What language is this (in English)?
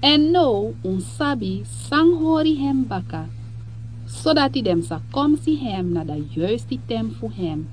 Sranan Tongo